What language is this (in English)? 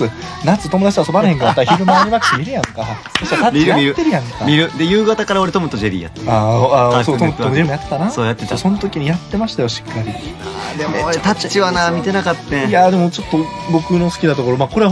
Japanese